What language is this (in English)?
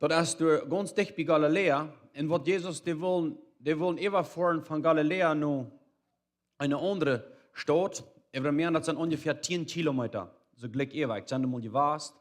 Plautdietsch